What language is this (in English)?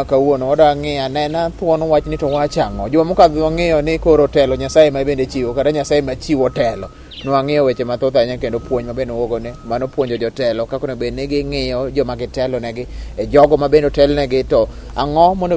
Luo (Kenya and Tanzania)